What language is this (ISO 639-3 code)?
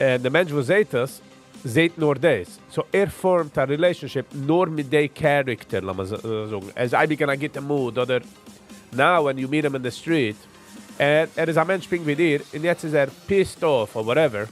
yid